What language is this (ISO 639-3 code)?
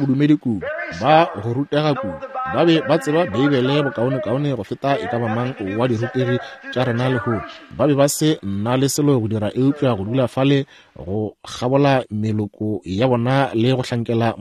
nso